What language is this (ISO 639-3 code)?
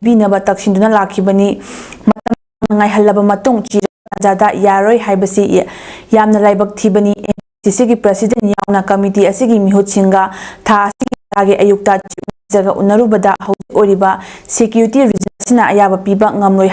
mni